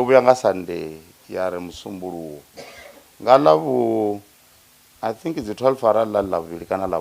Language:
Venda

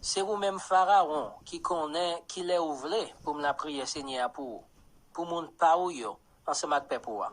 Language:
Haitian Creole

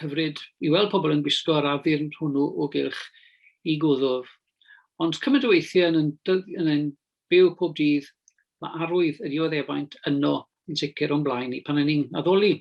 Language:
Welsh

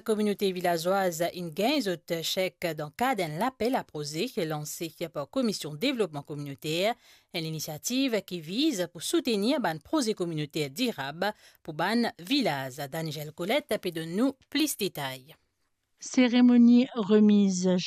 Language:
Morisyen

